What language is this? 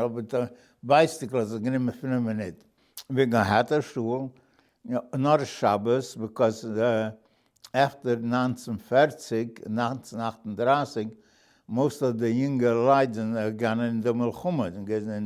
Yiddish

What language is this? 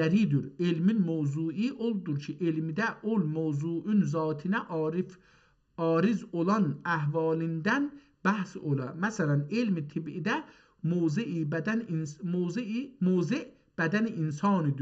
South Azerbaijani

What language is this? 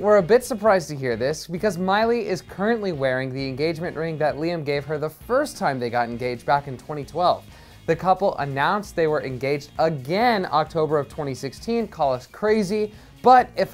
English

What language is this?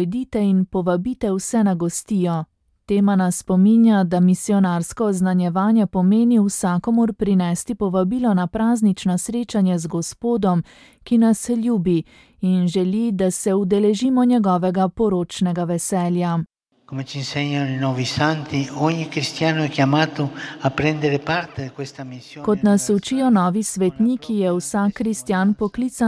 Slovenian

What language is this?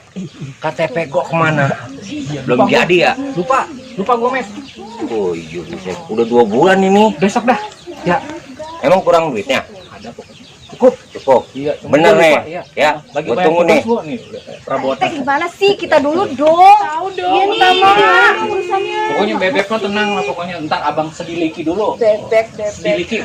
Betawi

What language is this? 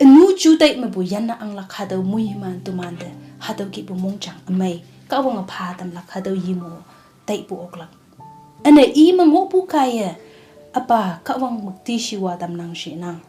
Konyak Naga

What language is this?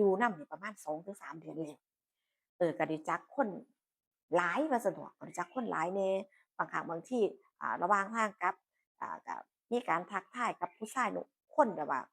Northeastern Thai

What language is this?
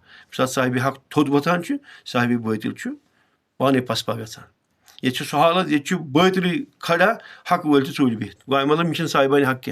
Kashmiri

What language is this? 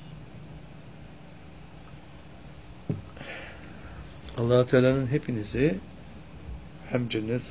Turkish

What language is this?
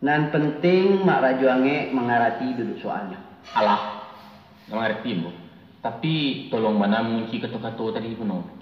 Minangkabau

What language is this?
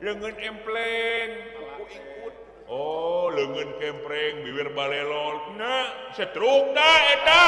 Sundanese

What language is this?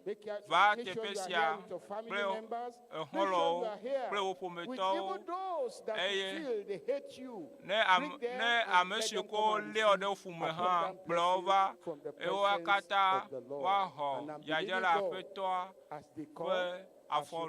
Ewe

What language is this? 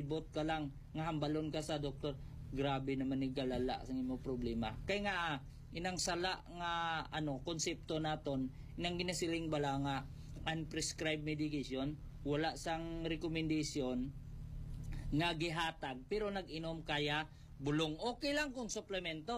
Hiligaynon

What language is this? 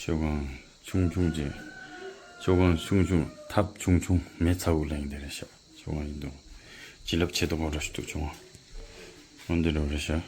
Tibetan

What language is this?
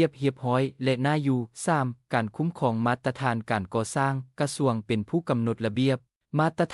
Lao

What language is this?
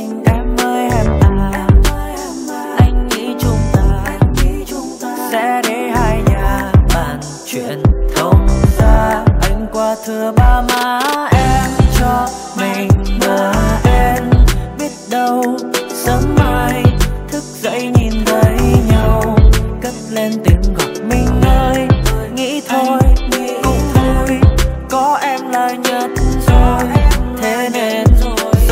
Vietnamese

